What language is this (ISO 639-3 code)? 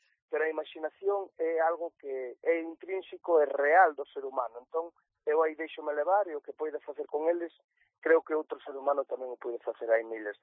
glg